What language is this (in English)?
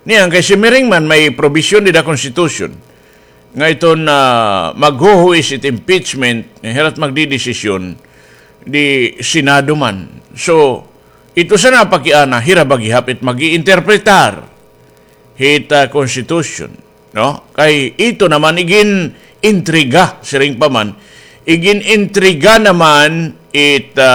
Waray